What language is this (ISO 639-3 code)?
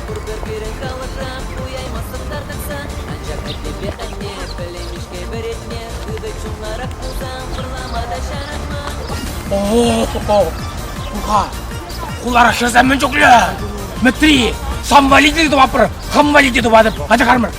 chv